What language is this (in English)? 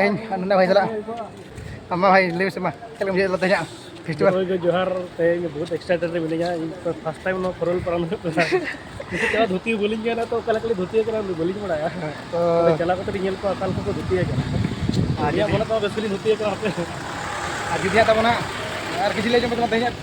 Santali